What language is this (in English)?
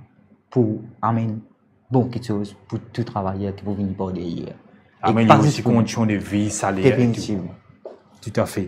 Morisyen